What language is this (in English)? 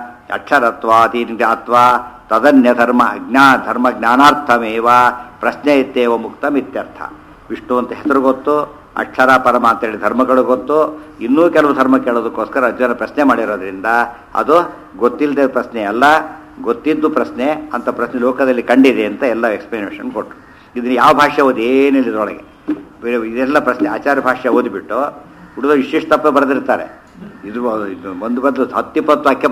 Kannada